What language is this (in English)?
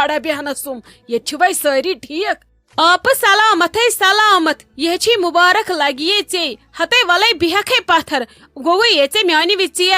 Kashmiri